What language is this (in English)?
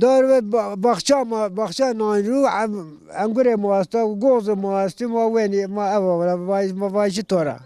Zaza